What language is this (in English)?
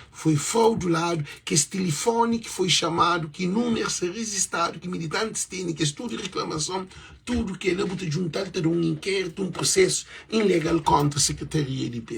Kabuverdianu